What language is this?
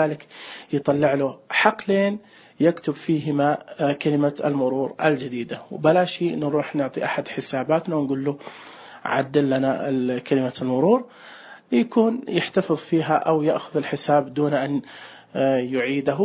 Najdi Arabic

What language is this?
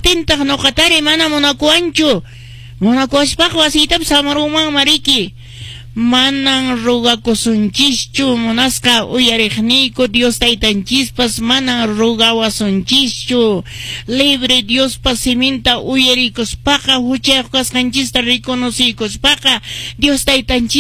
Quechua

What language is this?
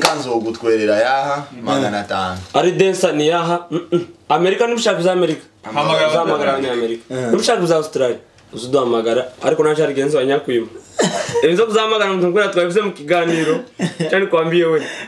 Kinyarwanda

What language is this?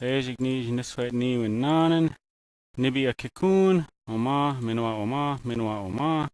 Ojibwa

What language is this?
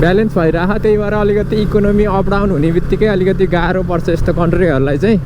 Nepali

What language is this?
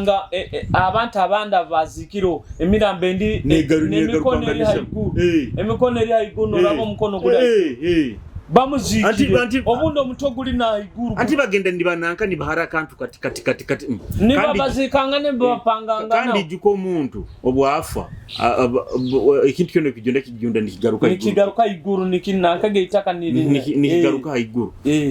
Nyoro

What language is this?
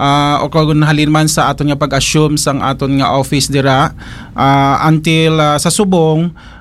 Hiligaynon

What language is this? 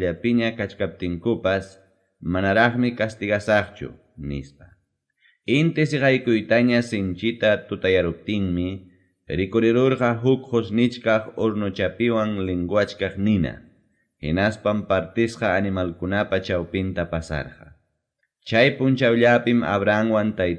Ayacucho Quechua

